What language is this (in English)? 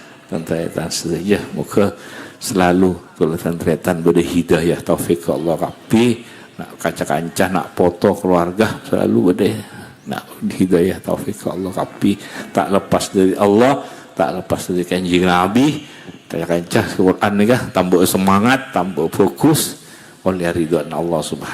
Madurese